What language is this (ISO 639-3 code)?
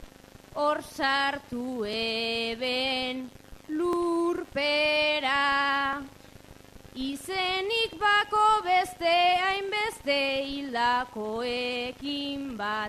eus